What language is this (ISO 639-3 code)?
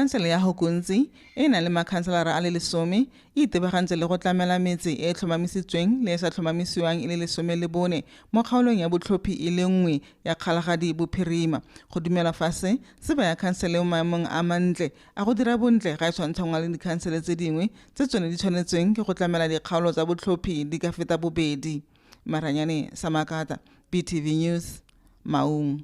tsn